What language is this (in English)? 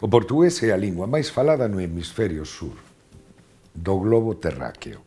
Galician